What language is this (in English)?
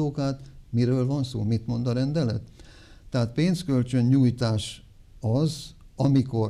Hungarian